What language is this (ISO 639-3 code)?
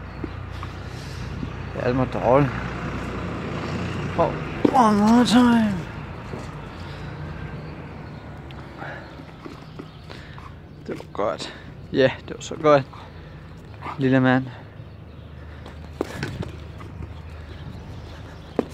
dan